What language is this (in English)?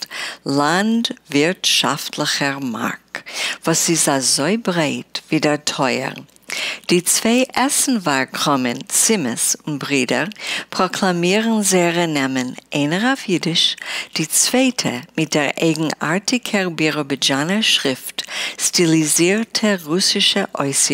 Yiddish